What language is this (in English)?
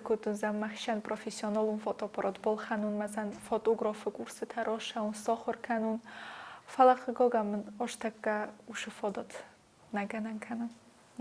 Ossetic